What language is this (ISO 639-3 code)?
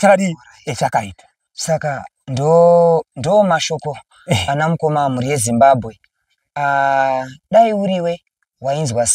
sna